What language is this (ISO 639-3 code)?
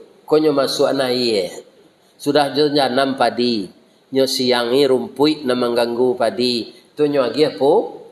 min